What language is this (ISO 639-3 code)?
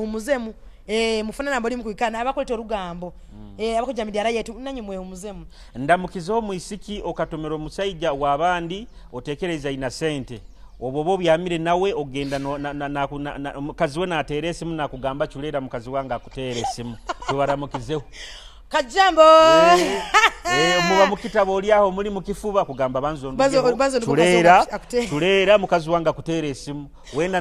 nyo